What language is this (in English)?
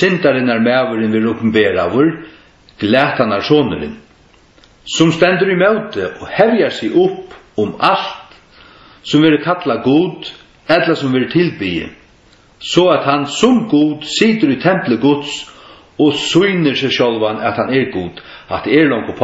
Faroese